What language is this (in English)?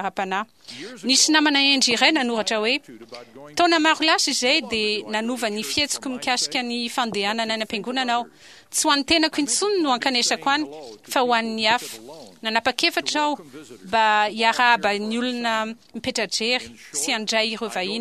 Malagasy